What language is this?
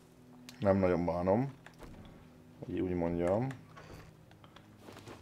Hungarian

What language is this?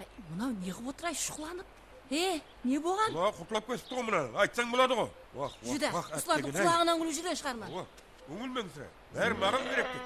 Kara-Kalpak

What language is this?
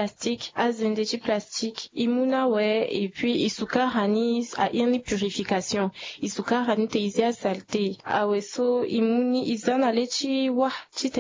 Sango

